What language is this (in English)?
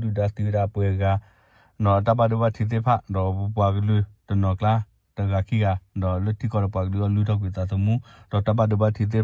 S'gaw Karen